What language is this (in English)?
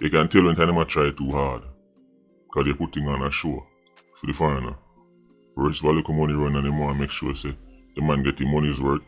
Jamaican Creole English